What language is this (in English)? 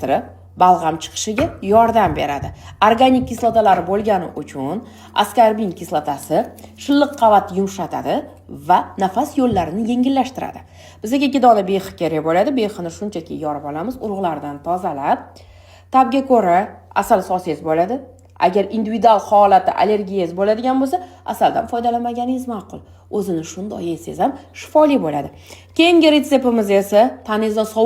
Uzbek